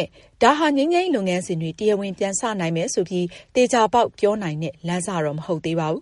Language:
Burmese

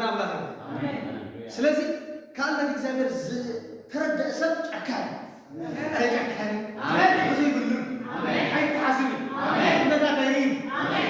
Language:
Tigrinya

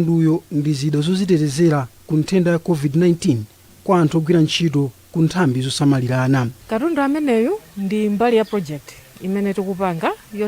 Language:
Nyanja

